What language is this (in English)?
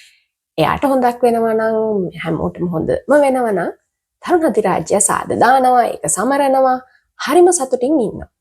Sinhala